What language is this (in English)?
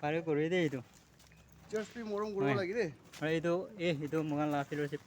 Naga Pidgin